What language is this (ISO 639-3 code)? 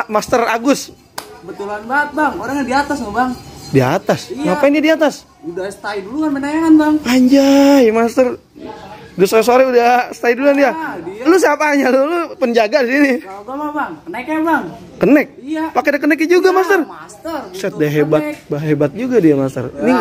bew